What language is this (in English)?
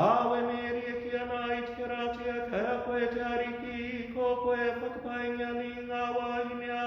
Māori